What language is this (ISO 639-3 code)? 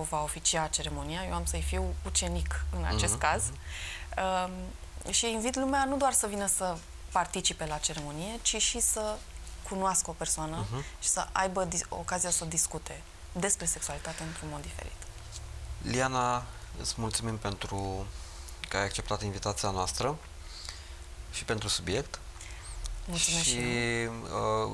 ron